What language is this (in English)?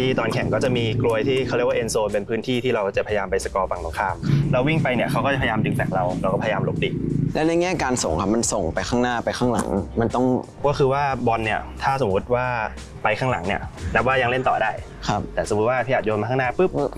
Thai